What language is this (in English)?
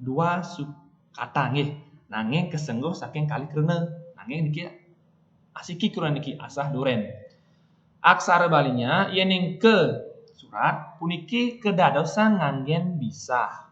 Balinese